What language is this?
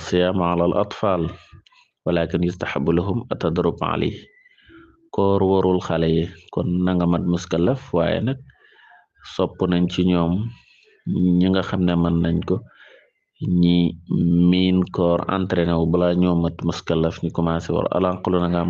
Wolof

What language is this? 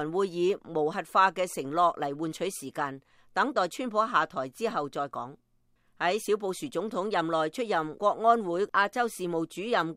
Cantonese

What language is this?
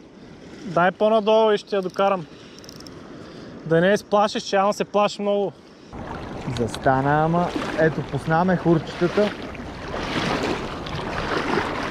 Bulgarian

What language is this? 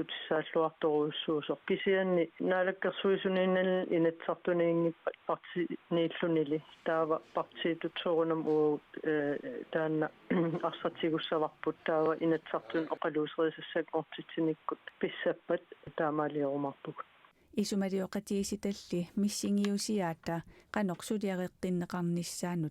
Kalaallisut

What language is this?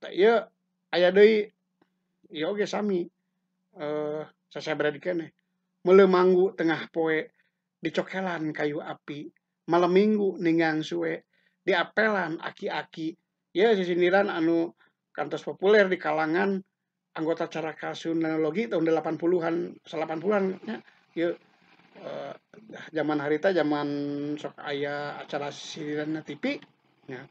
Sundanese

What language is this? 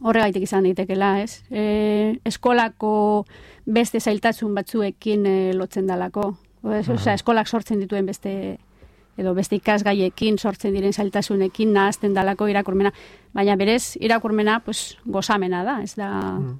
Basque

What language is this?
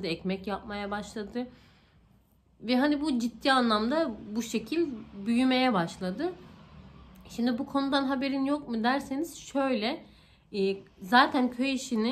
Turkish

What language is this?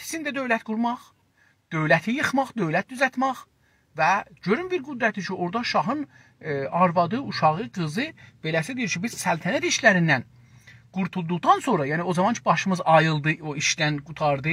South Azerbaijani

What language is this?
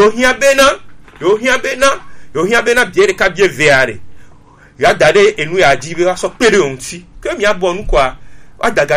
Gen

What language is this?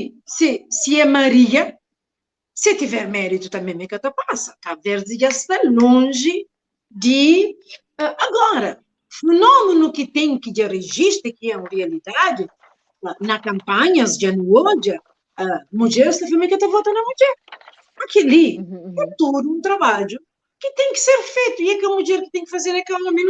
Kabuverdianu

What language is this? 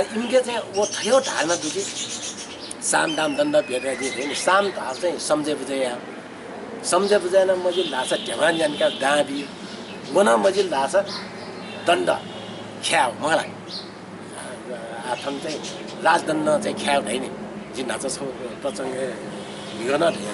Newari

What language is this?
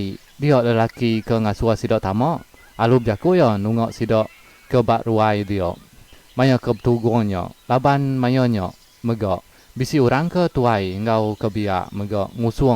Iban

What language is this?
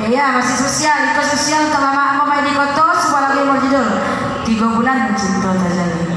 Minangkabau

